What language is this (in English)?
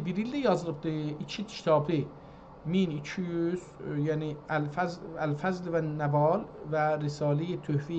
South Azerbaijani